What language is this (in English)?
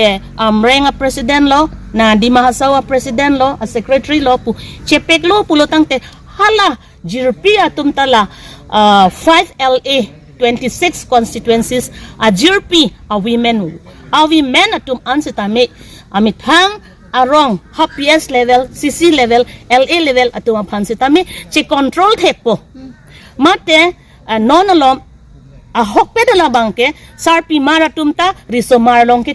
Karbi